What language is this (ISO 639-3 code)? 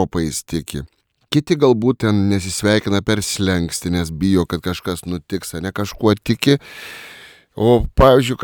lit